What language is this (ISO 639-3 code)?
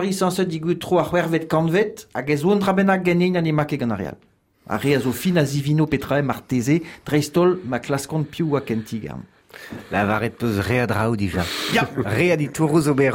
bre